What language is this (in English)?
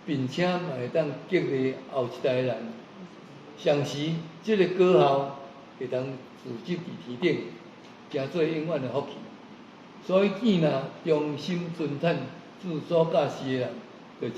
Min Nan Chinese